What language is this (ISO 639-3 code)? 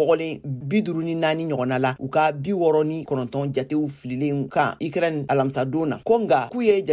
bam